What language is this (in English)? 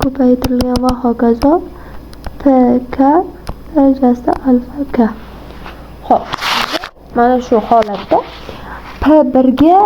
Uzbek